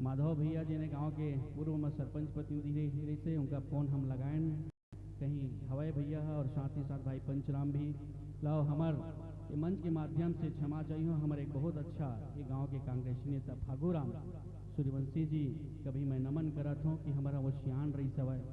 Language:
Chhattisgarhi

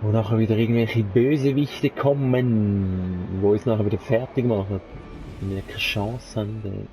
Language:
Swiss German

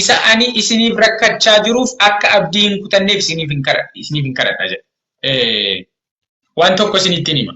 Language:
Oromo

